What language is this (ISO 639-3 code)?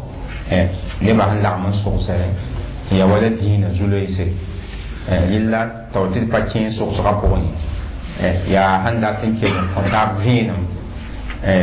mos